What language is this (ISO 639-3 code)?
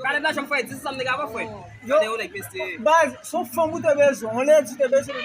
hat